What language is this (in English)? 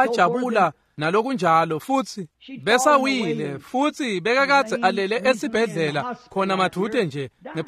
Swati